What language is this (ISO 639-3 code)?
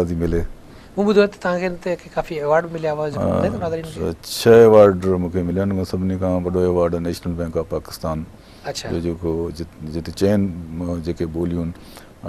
snd